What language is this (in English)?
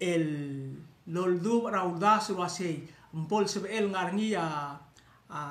Palauan